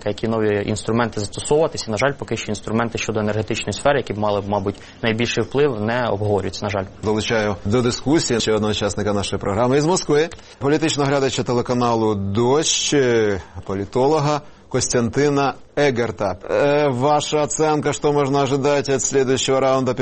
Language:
Ukrainian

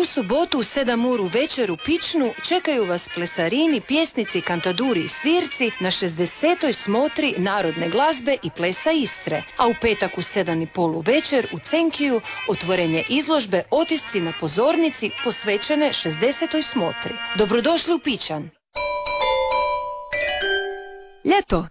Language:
Croatian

